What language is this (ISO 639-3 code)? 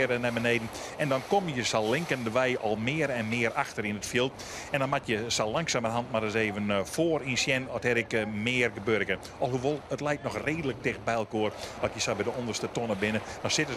fry